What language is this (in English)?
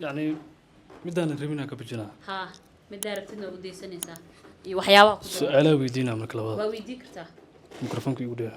Somali